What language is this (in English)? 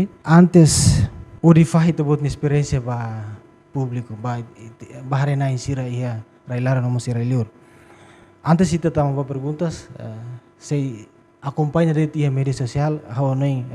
Tetum